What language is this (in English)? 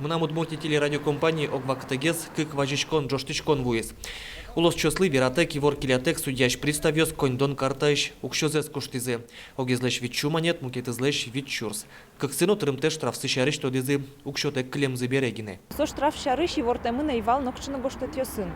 Udmurt